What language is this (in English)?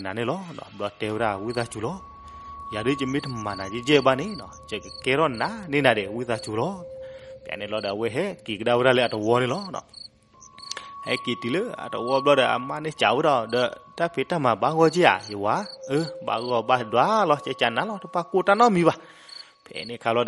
S'gaw Karen